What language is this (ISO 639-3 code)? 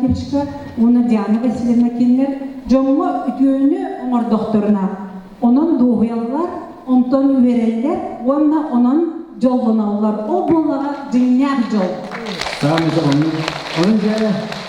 sah